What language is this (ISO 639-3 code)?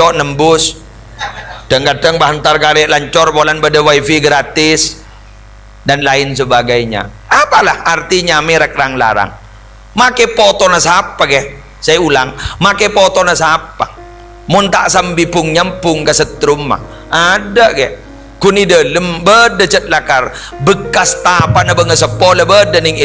mad